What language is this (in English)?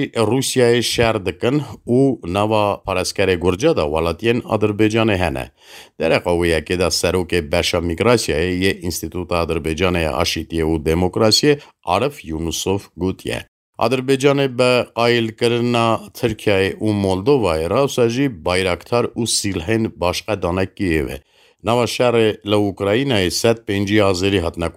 Kurdish